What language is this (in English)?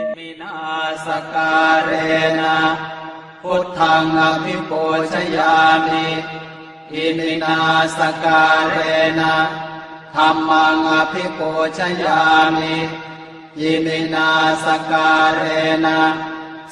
Pali